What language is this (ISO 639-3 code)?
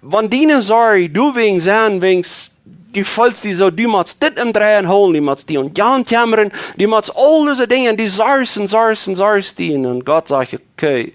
pdt